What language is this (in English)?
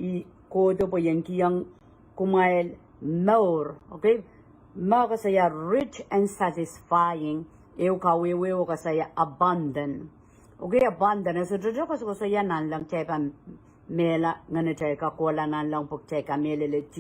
Pohnpeian